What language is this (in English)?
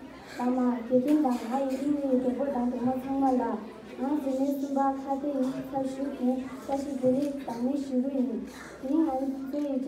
Tibetan